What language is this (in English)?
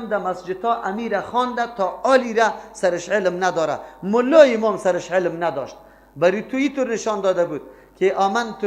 Persian